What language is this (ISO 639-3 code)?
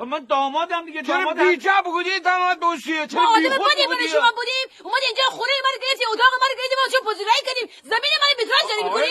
glk